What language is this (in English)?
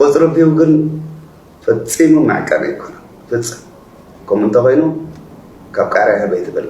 Tigrinya